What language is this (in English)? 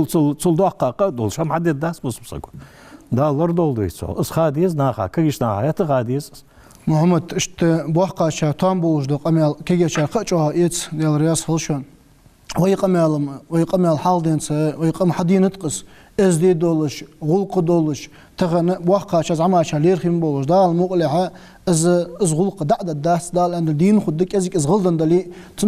Ingush